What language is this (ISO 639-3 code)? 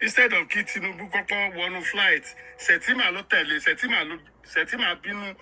yor